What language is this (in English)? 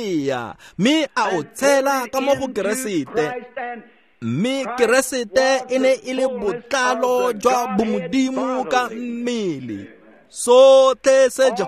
Tswana